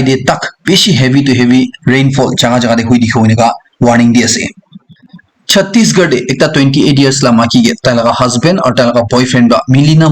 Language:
Naga Pidgin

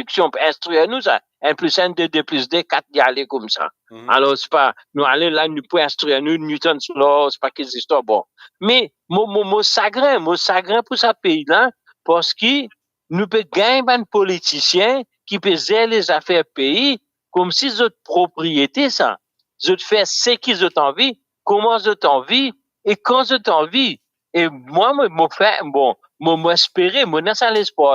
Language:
Morisyen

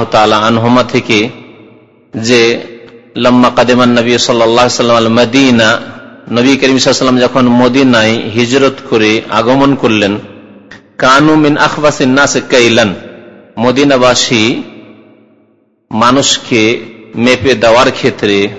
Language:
Bangla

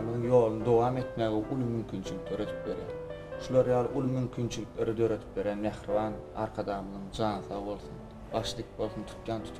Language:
Turkmen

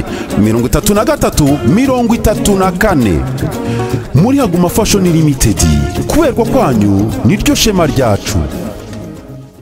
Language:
Kinyarwanda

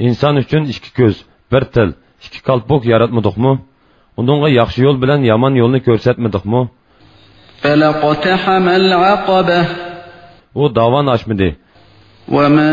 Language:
Uyghur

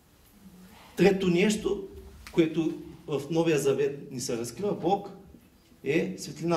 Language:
Bulgarian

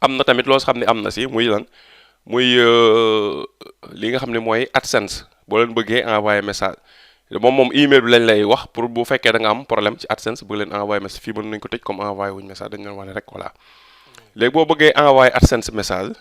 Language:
Wolof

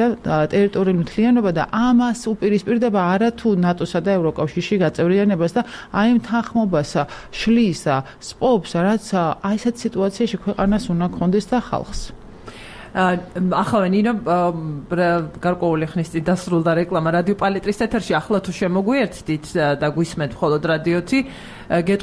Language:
Georgian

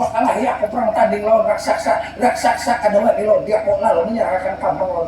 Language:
Banjar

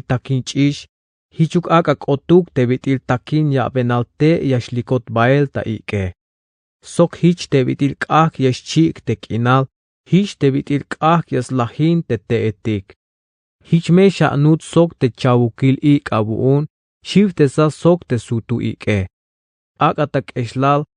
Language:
Tzeltal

